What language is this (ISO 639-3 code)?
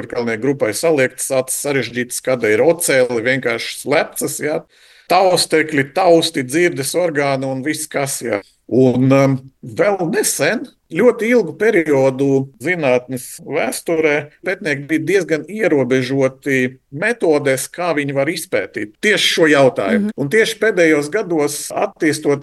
lav